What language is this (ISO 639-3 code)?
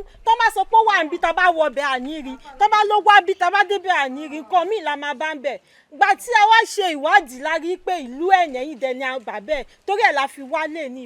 yor